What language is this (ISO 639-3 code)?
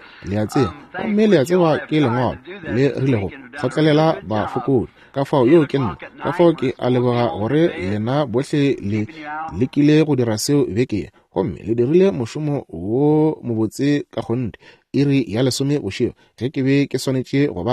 nso